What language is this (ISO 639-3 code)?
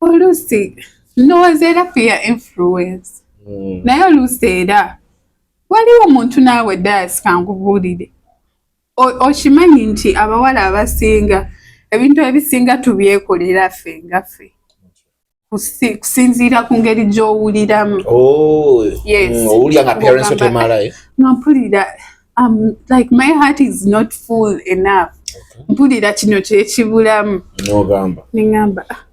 lug